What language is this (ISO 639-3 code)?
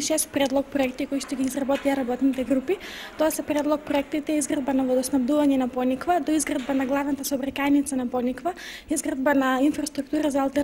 mkd